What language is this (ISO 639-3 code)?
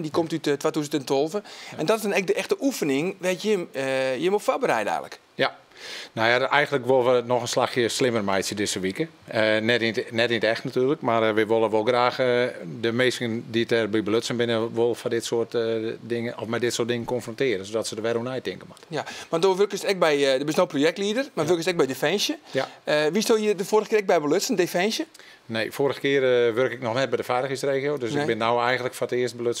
fry